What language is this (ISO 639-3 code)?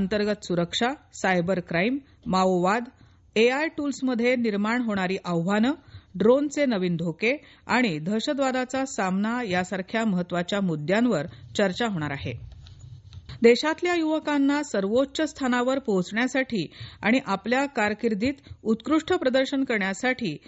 mar